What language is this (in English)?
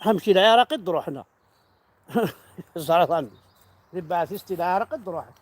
Kabyle